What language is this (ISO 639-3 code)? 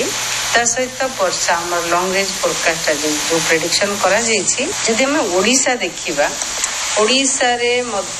ori